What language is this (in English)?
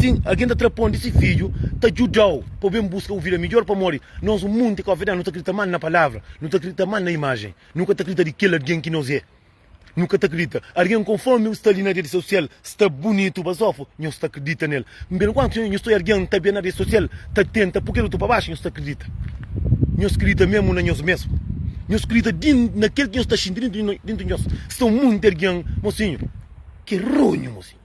Kabuverdianu